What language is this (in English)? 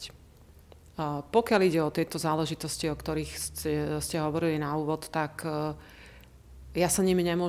Slovak